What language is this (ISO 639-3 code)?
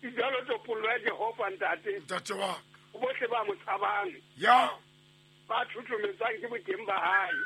sot